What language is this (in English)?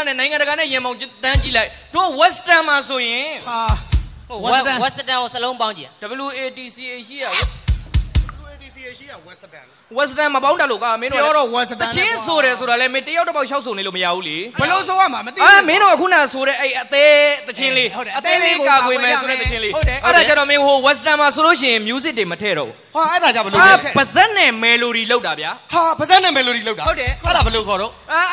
Burmese